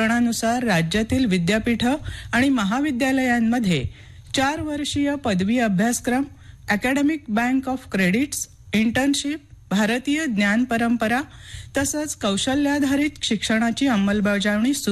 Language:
Marathi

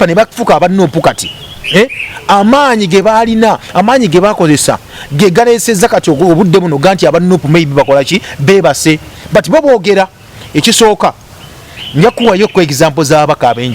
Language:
Ganda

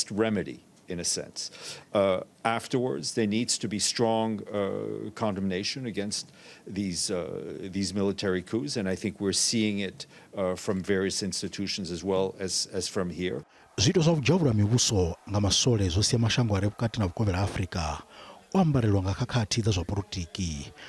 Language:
Venda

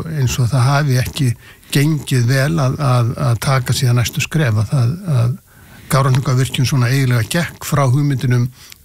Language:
Icelandic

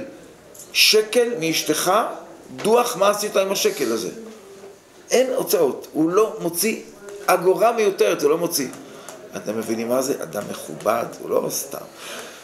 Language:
Hebrew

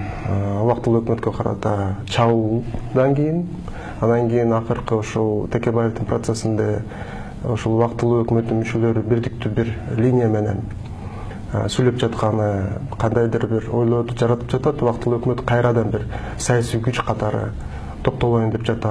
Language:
Kyrgyz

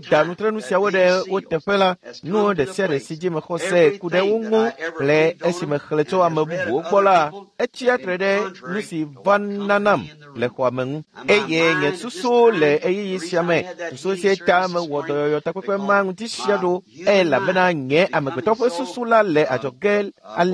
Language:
Ewe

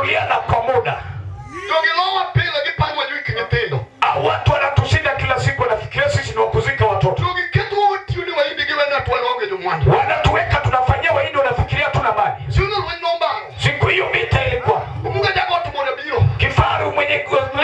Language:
Luo (Kenya and Tanzania)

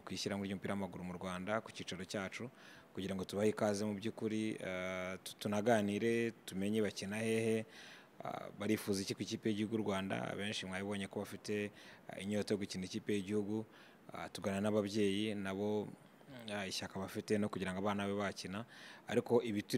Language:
Kinyarwanda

